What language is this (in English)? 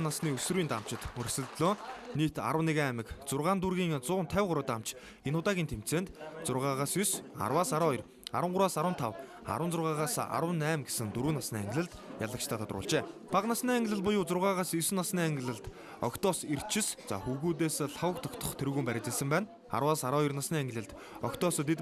Mongolian